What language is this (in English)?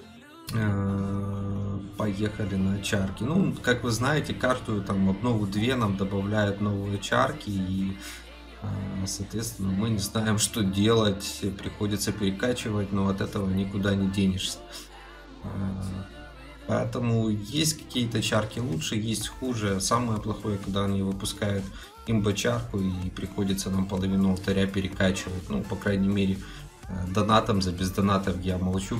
Russian